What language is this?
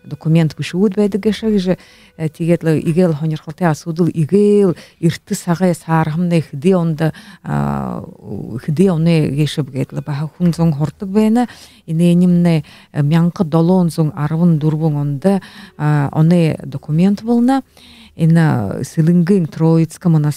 Buriat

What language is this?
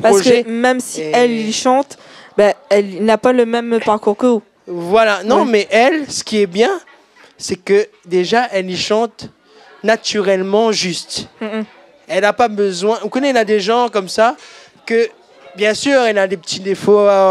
Réunion Creole French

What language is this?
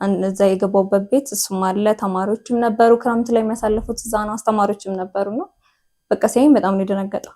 Amharic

